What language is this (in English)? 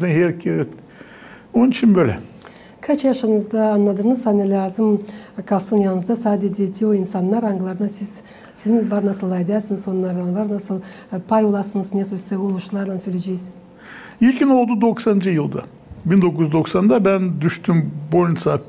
Gagauz